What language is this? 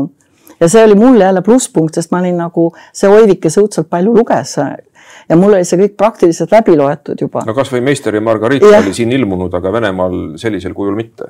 Estonian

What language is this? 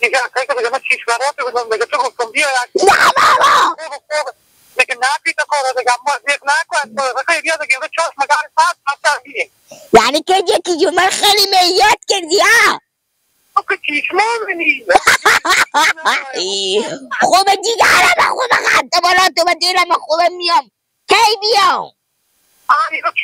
Hazaragi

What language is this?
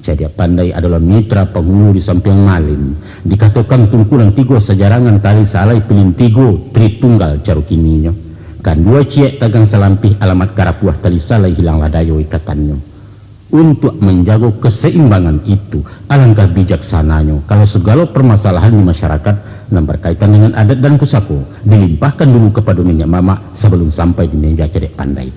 Minangkabau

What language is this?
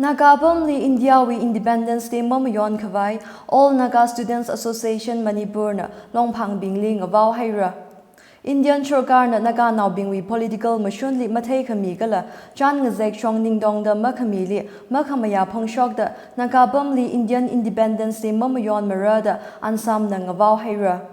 Tangkhul Naga (India)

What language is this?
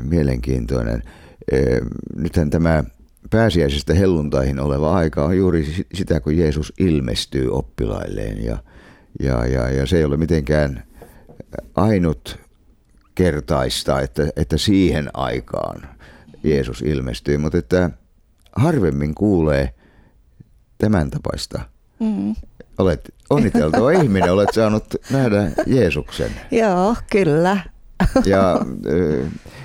Finnish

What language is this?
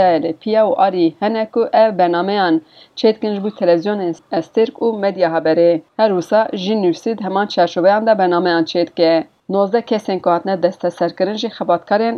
Kurdish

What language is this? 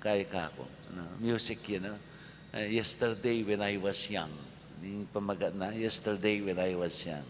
Pampanga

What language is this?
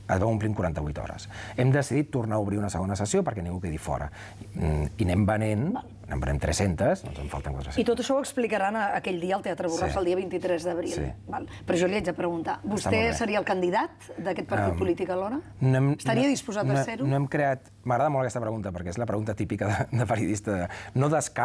Catalan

